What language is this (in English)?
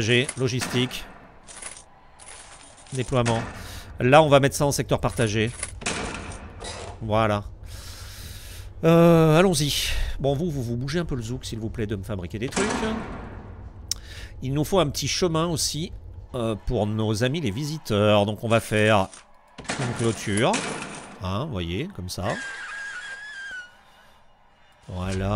French